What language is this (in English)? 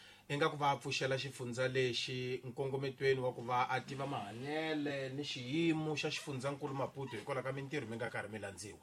Tsonga